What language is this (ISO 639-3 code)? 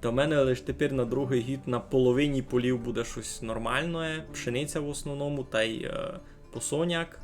rue